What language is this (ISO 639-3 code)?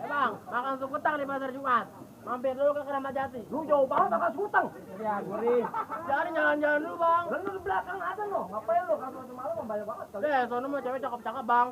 bew